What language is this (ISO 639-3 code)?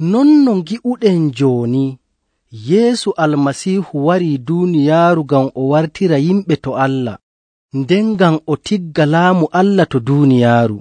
fuv